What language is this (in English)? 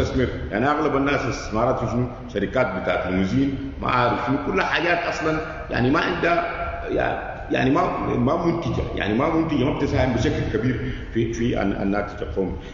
Sudanese Arabic